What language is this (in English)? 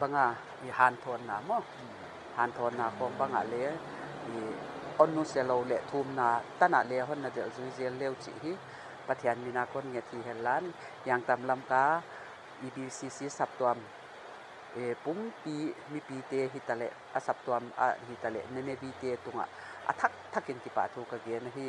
Paite Chin